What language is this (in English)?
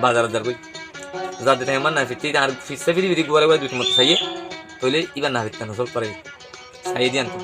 Rohingya